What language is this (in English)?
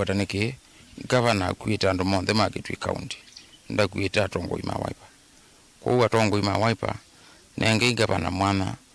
Kamba